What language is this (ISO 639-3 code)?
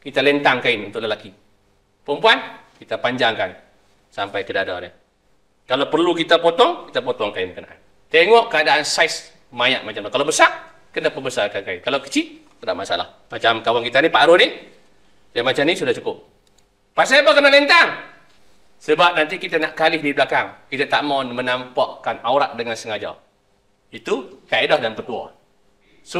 msa